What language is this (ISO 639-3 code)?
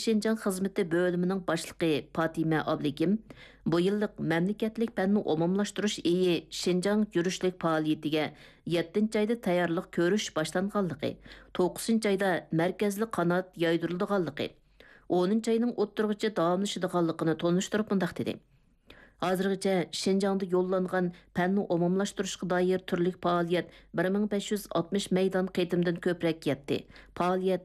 uig